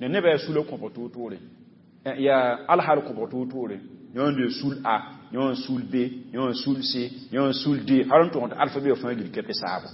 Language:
Mossi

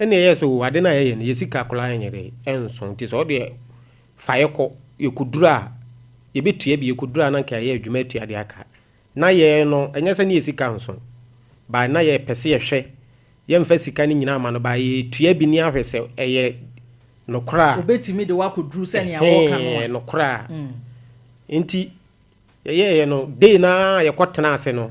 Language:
Akan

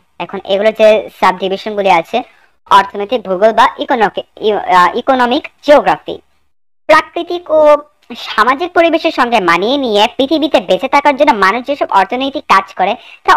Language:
Bangla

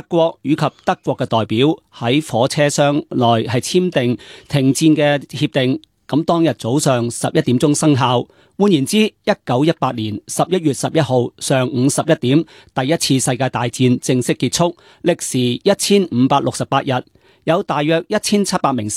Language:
Cantonese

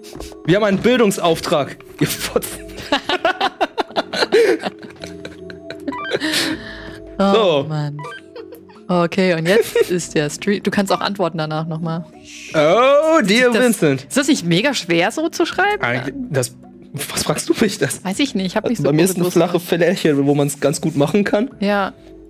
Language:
German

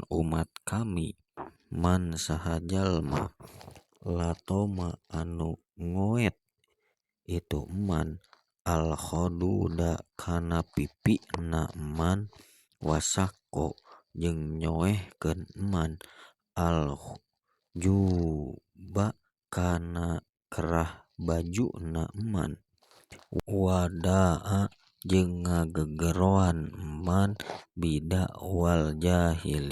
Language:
Sundanese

